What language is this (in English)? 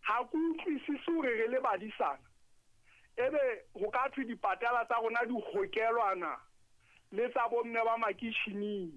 Southern Sotho